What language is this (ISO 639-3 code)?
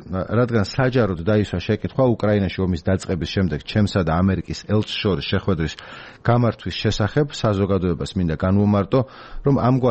kat